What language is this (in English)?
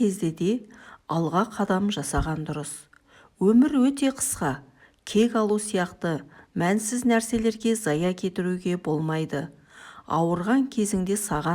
Kazakh